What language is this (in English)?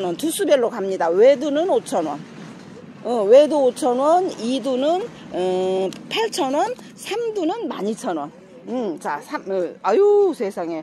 Korean